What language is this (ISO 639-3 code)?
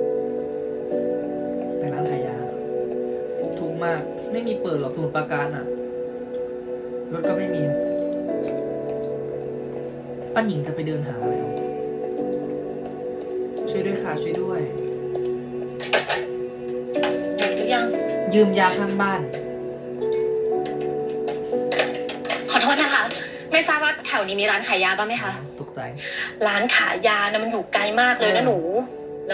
tha